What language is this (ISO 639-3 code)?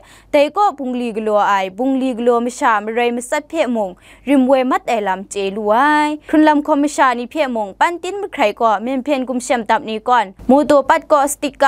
kac